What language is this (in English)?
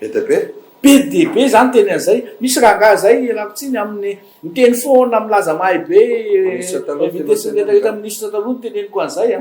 Malagasy